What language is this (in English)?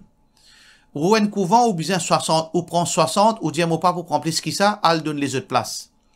Morisyen